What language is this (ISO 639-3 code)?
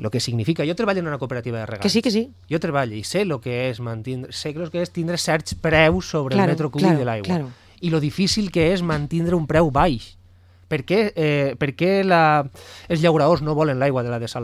cat